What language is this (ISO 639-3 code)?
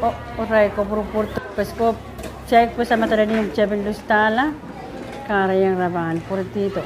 pon